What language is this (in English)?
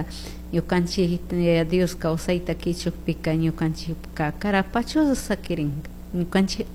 Chimborazo Highland Quichua